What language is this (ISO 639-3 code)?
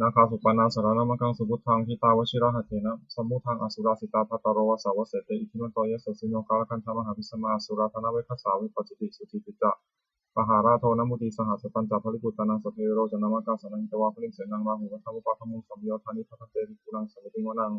pli